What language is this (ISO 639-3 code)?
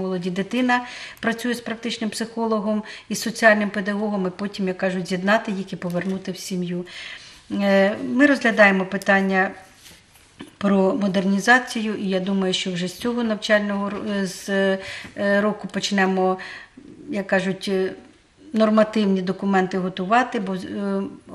ukr